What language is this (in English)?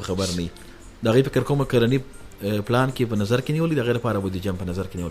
Pashto